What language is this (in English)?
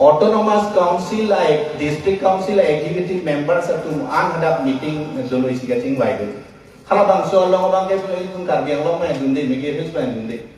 Karbi